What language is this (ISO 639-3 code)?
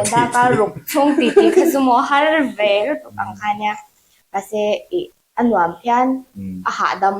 lus